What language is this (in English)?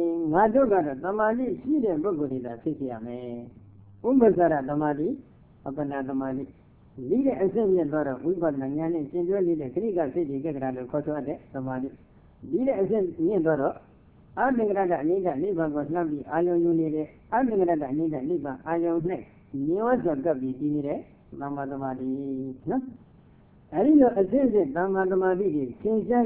Burmese